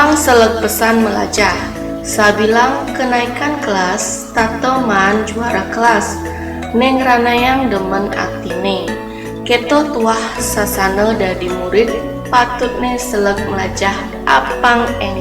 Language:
Balinese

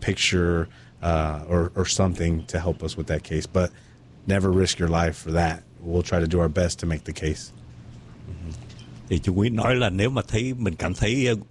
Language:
Vietnamese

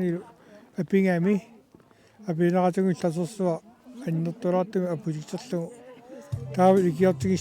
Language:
Kalaallisut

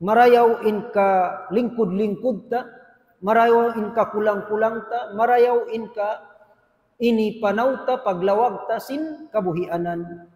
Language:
Tausug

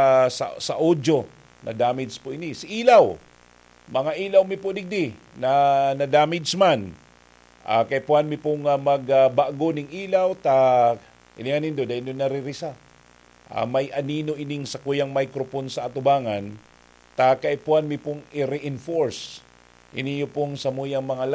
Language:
Bikol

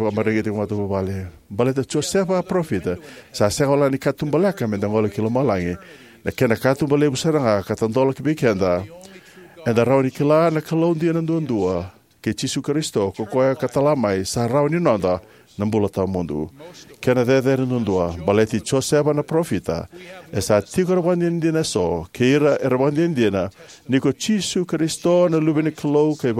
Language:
Fijian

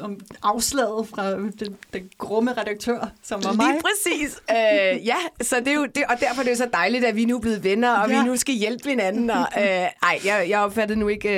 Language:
Danish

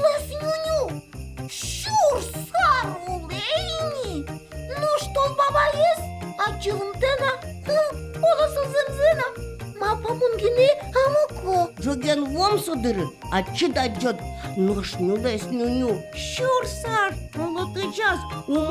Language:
Udmurt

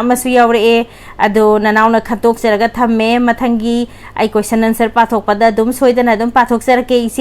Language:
Manipuri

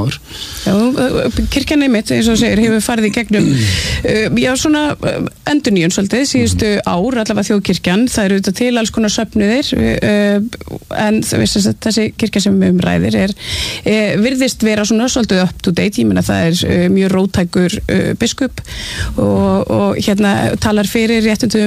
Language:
Icelandic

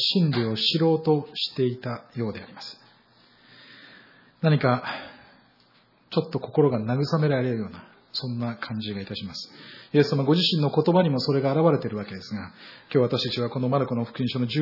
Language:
Japanese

